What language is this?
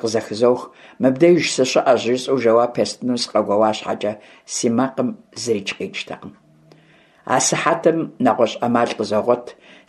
Kabardian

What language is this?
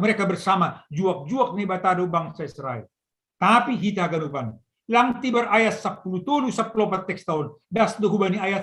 Batak Simalungun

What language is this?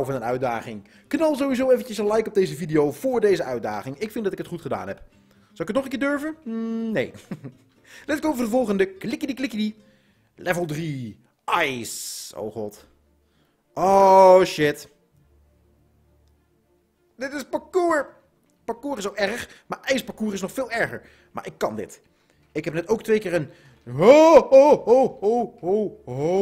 Dutch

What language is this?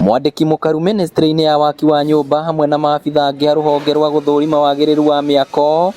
Kikuyu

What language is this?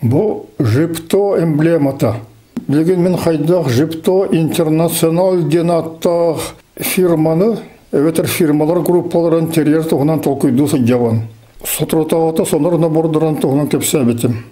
Yakut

